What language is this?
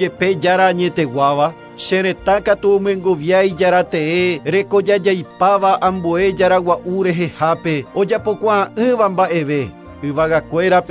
Guarani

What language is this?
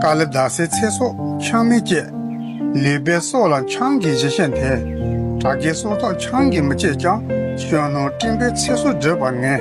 Tibetan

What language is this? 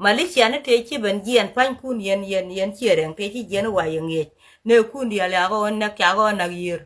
Nuer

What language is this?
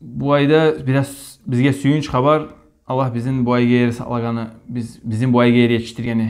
Kumyk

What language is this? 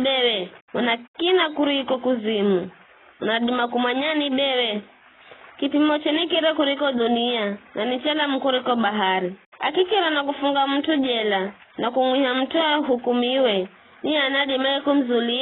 Giryama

